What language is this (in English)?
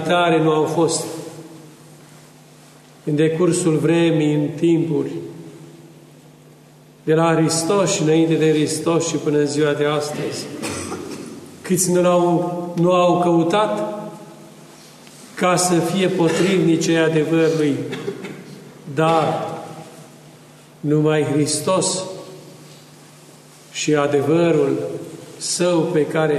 Romanian